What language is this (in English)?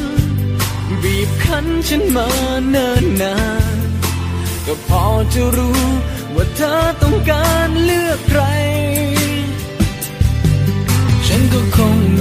Thai